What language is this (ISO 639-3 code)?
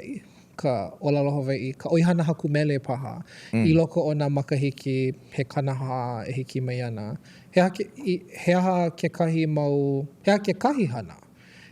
haw